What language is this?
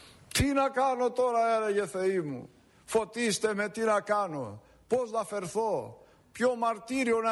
Greek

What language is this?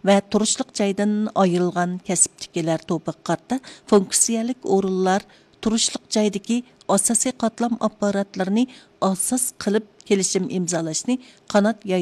Uyghur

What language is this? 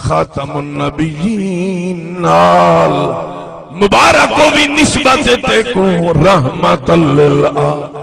Saraiki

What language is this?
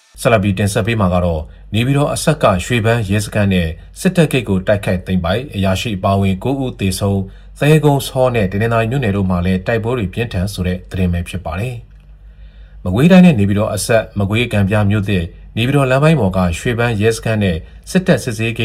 Burmese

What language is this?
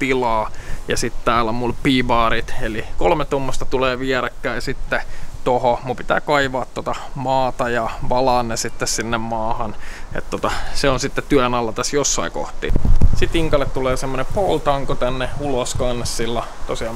Finnish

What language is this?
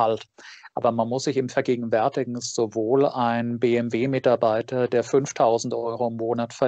German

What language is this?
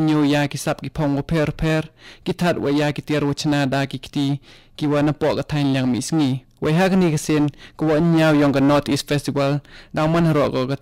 Khasi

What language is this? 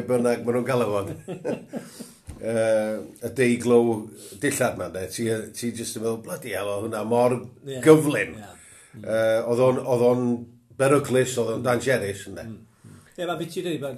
Welsh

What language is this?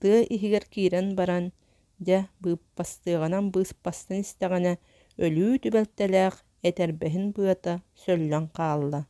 Yakut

